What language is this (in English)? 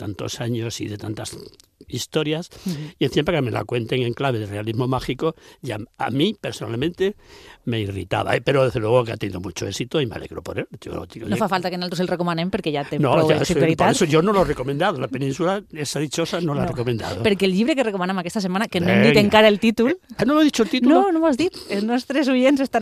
Catalan